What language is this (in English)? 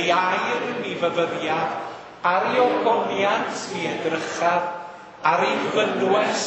Welsh